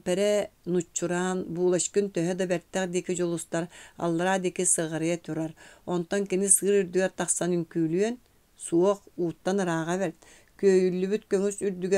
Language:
Yakut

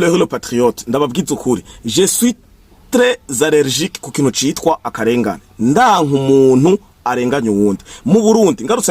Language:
Rundi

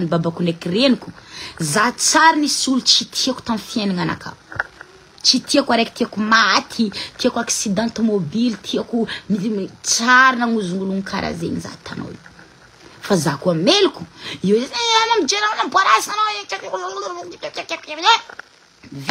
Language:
Malagasy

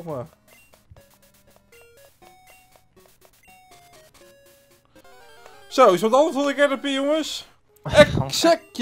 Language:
Dutch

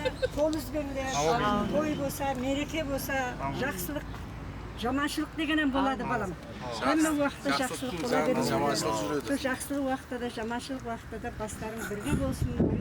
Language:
Kara-Kalpak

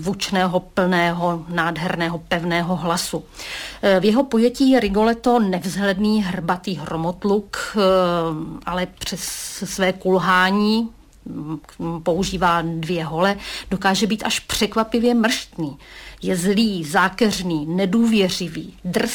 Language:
Czech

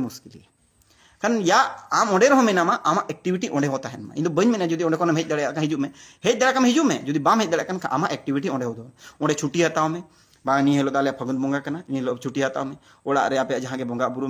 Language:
Santali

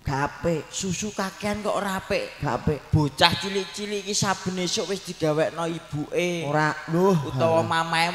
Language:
Javanese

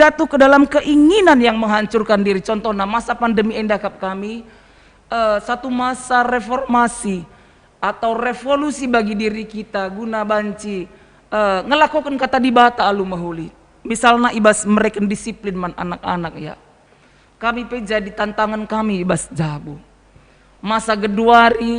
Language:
Batak Karo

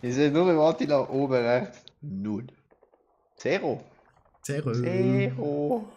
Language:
Swiss German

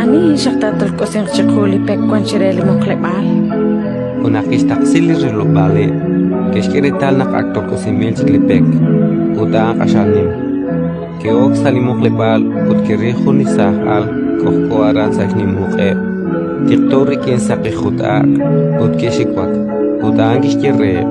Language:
Kekchí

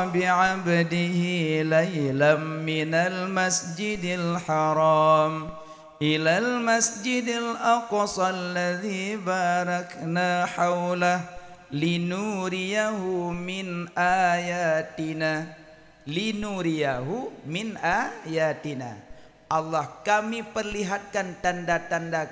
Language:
Achinese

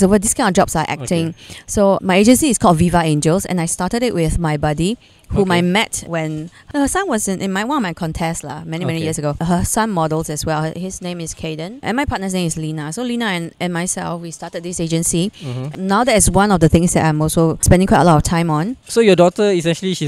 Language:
English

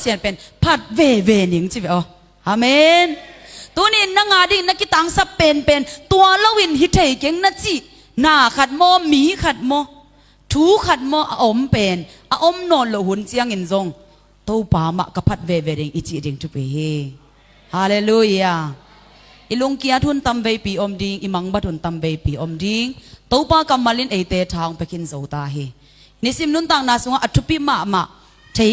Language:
Tedim Chin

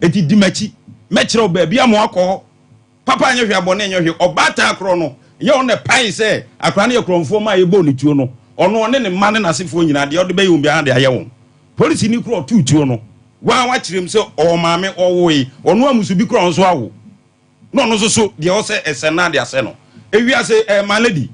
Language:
Akan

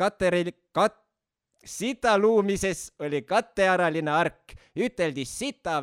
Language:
Estonian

